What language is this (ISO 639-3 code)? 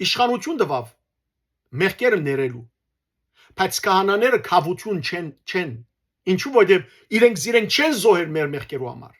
hyw